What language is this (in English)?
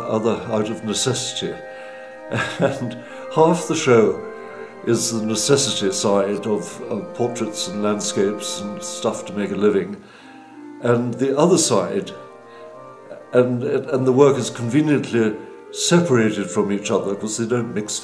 English